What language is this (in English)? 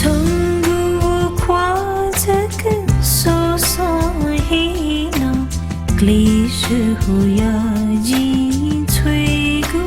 Newari